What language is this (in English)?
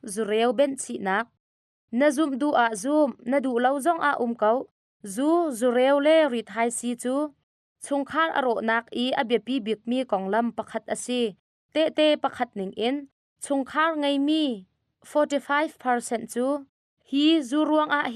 Hakha Chin